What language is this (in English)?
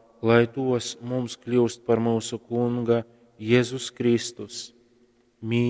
Latgalian